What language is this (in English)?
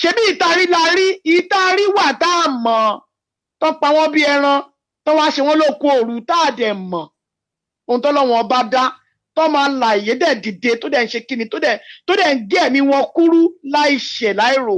Yoruba